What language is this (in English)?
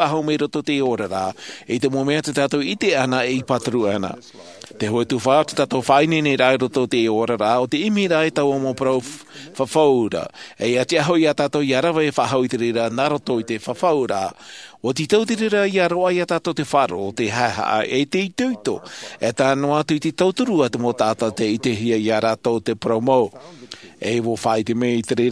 Tahitian